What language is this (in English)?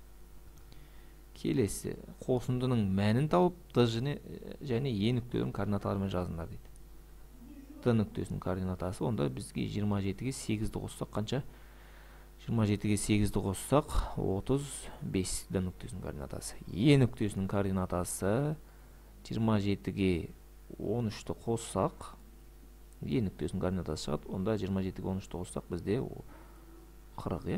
Kazakh